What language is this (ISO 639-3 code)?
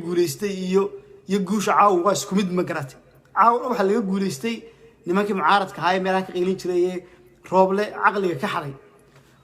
som